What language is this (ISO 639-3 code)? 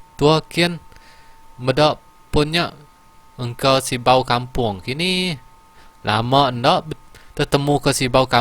iba